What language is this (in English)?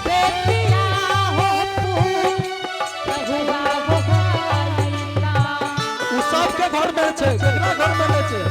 Angika